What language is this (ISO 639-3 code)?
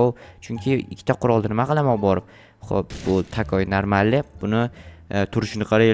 uzb